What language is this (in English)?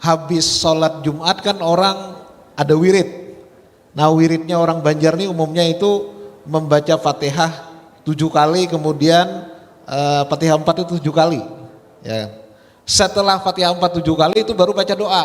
Banjar